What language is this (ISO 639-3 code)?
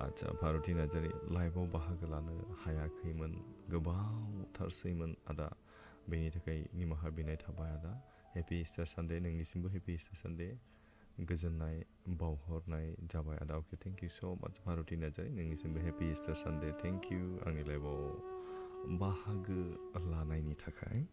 brx